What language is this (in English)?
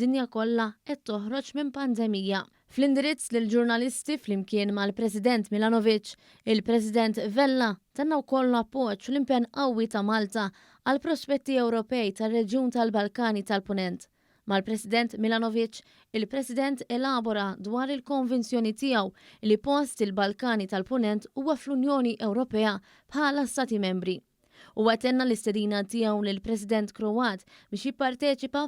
Maltese